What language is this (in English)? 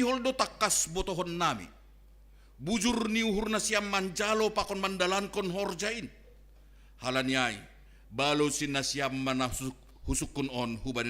Batak Simalungun